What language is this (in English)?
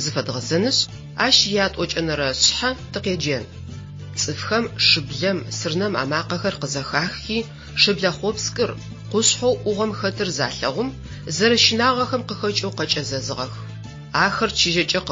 Adyghe